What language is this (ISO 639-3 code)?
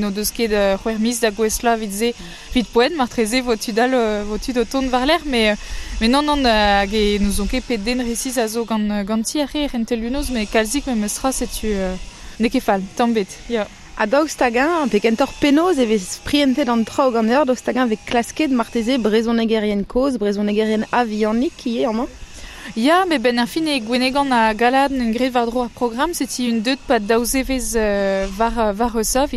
bre